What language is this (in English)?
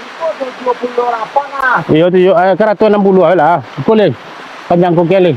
Minangkabau